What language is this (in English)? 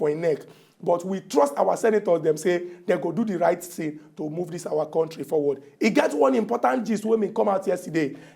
Nigerian Pidgin